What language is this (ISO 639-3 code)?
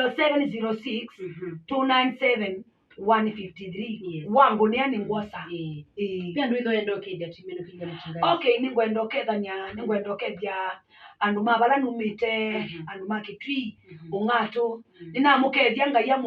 kam